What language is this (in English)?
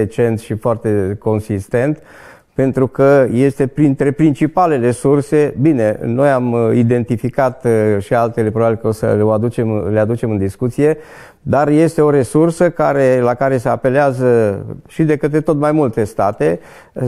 Romanian